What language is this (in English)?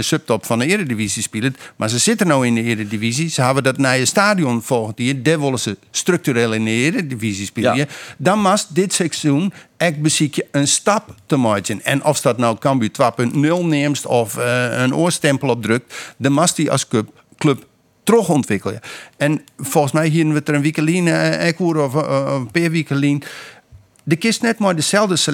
Western Frisian